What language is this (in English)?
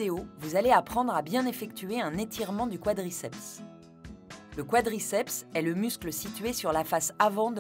French